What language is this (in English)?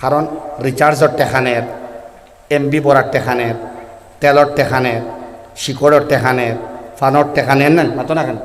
Sylheti